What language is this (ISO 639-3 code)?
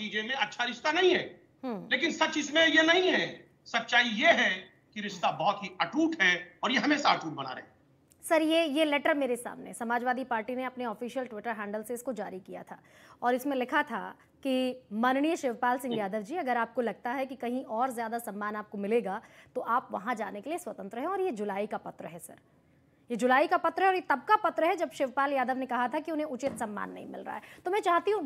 hin